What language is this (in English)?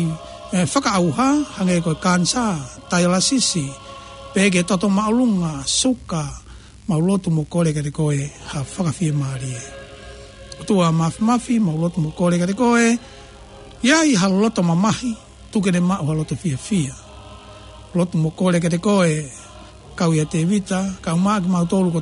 Tongan